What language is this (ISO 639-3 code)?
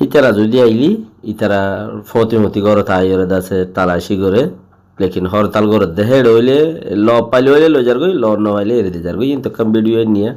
rhg